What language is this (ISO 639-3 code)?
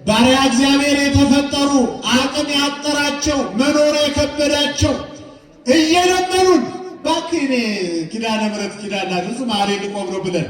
amh